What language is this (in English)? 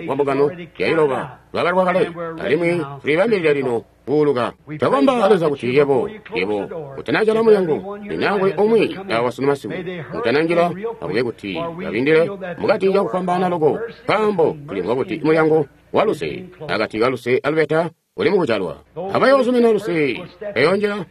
Tonga (Zambia)